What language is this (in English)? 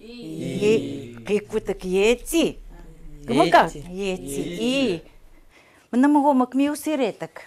Chukot